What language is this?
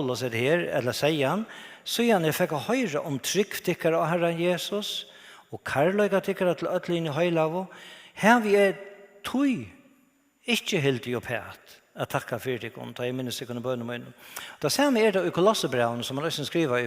Faroese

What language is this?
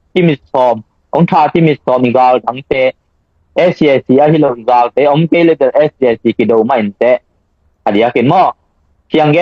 Tedim Chin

